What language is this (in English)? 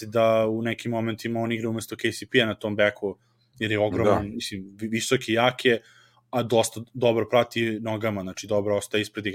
Serbian